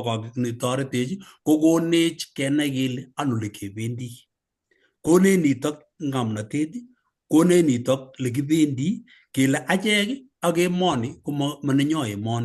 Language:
Kalenjin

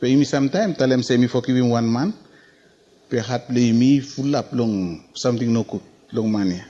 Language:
Bislama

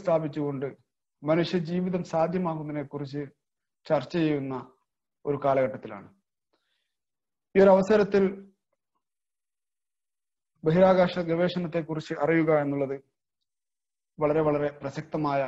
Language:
Malayalam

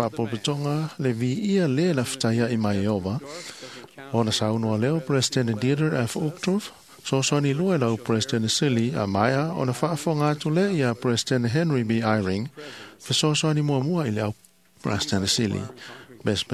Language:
Samoan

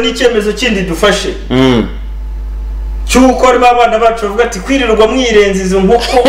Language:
Kinyarwanda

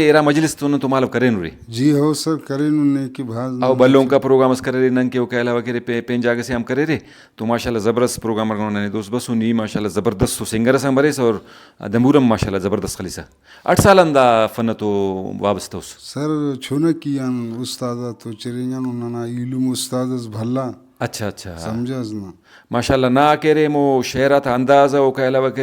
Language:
Brahui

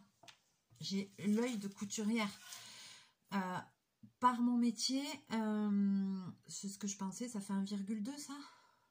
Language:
French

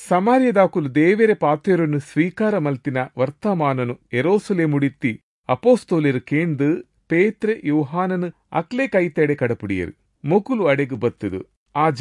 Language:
Tulu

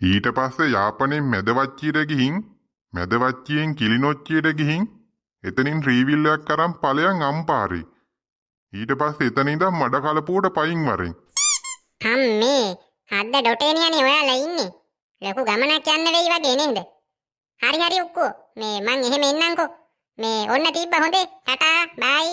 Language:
Sinhala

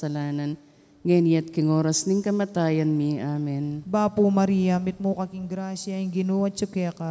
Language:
Pampanga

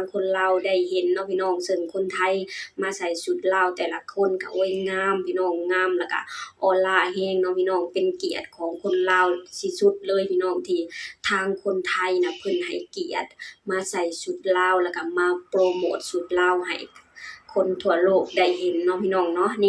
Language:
Lao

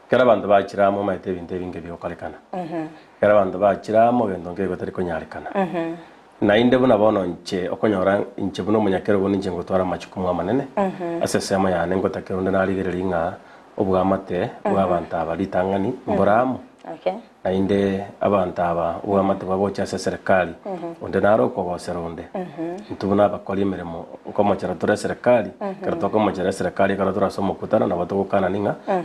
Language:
Gusii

